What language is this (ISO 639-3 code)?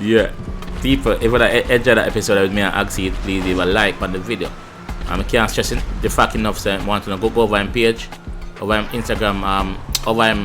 jam